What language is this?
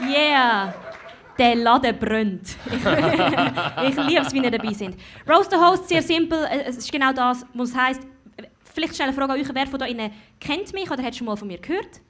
Swiss German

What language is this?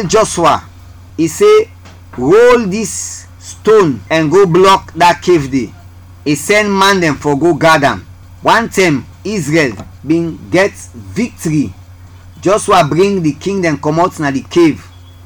Krio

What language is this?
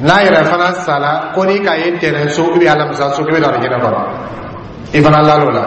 Dyula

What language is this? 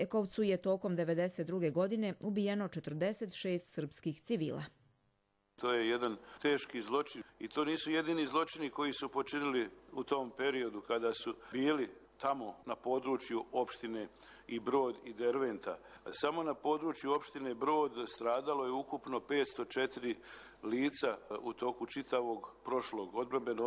Croatian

